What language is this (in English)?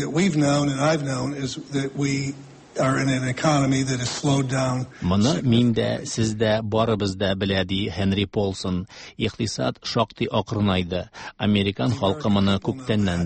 Tatar